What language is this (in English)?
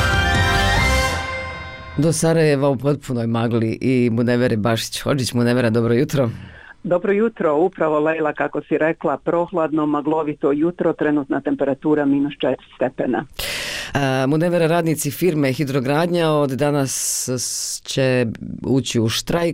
Bosnian